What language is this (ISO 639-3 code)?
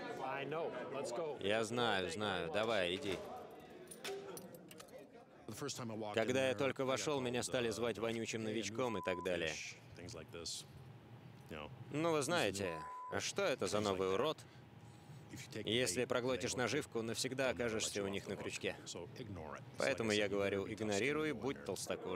rus